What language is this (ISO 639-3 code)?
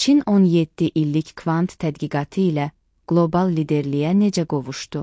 aze